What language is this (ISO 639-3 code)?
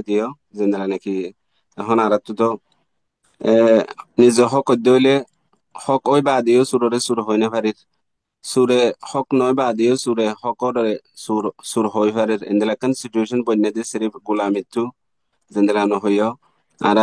rhg